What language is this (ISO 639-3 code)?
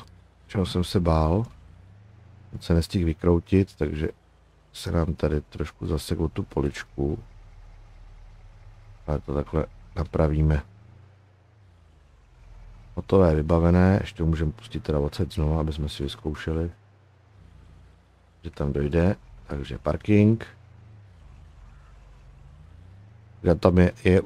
ces